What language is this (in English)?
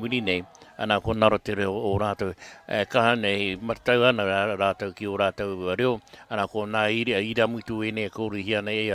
Māori